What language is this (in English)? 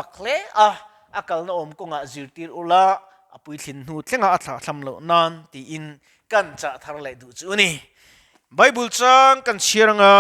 Mizo